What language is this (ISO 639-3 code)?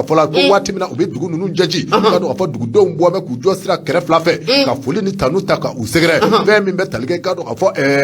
bam